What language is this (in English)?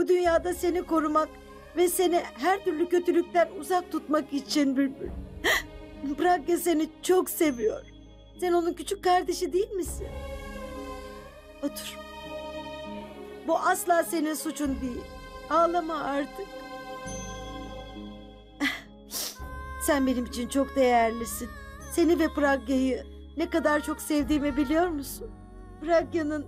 Turkish